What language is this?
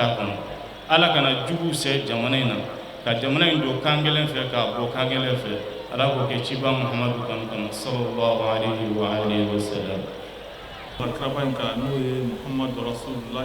Bambara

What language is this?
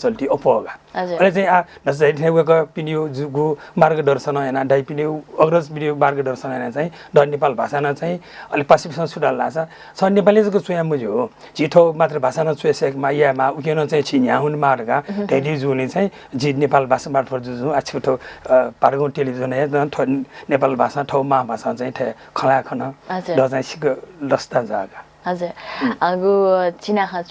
Newari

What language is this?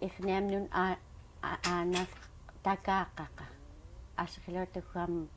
Central Yupik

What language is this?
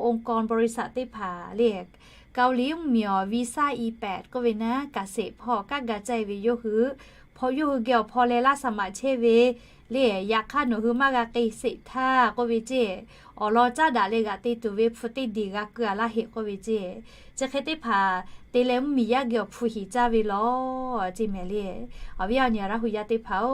Lahu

